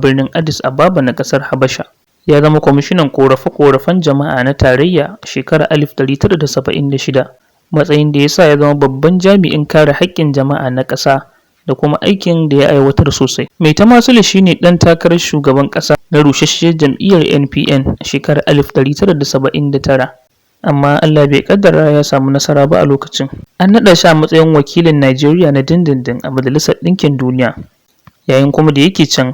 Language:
Hausa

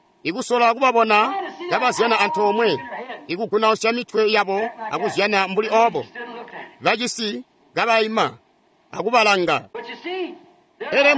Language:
Tonga (Zambia)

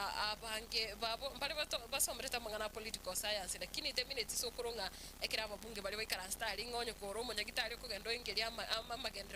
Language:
Gusii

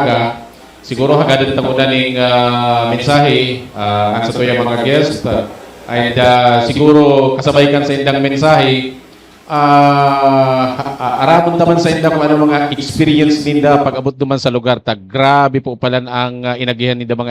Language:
Bikol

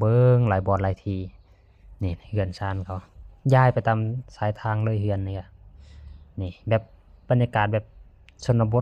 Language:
Lao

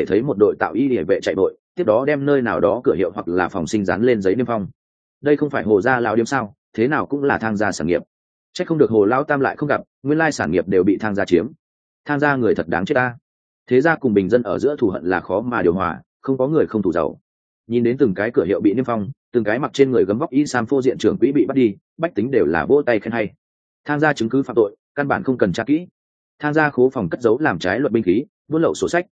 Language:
Vietnamese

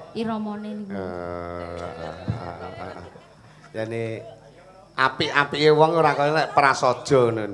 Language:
Javanese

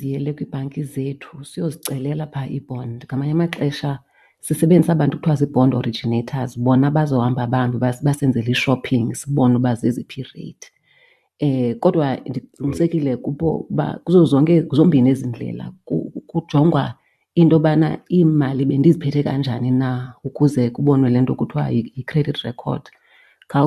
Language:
Xhosa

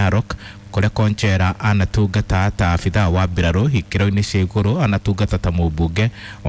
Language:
Kikuyu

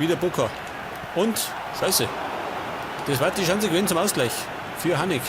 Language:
Bavarian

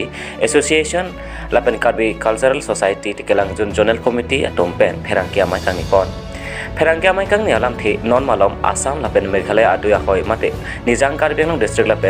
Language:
Karbi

